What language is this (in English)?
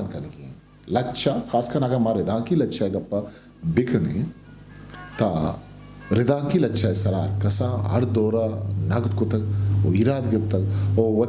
Eastern Balochi